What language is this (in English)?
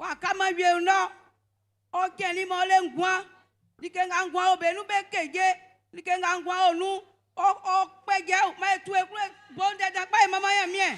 Baoulé